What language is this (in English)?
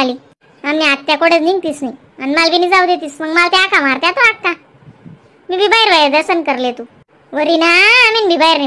Khandesi